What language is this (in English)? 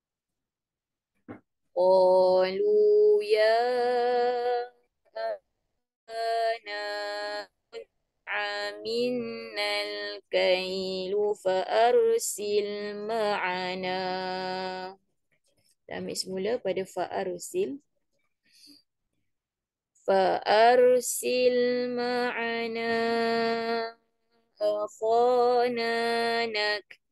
Malay